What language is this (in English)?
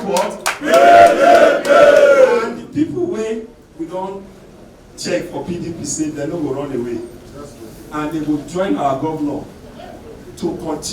Nigerian Pidgin